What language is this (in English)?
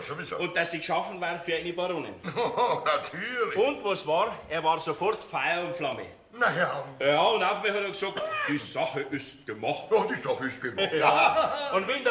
Bavarian